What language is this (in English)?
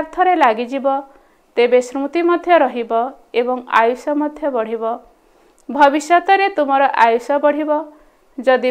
Odia